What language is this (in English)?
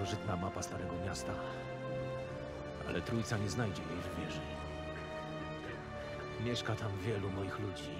Polish